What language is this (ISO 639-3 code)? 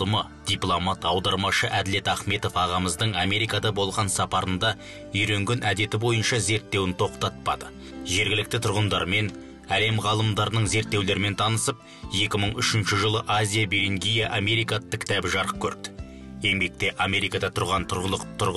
kaz